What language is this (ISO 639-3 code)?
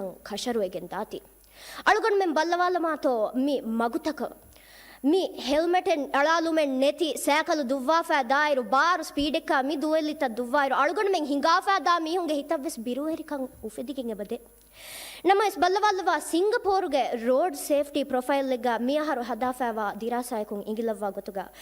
div